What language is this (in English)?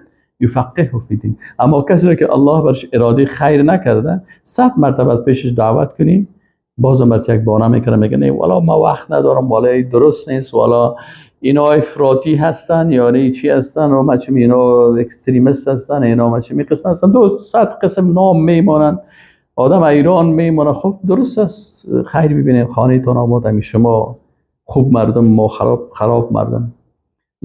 Persian